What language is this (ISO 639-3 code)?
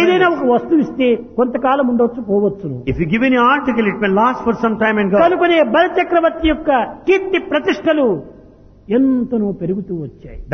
tel